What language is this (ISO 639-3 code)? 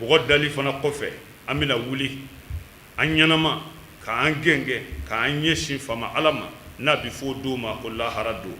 bam